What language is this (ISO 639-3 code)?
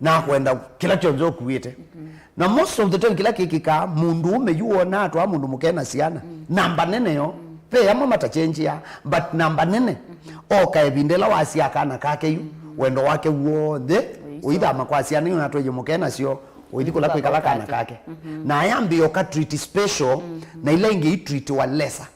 kam